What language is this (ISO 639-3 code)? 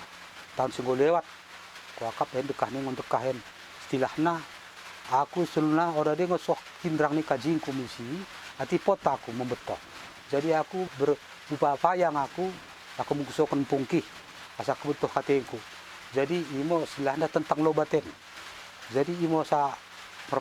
btd